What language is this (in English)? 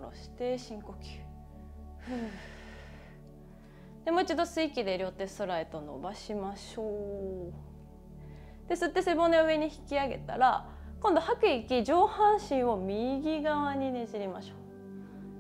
Japanese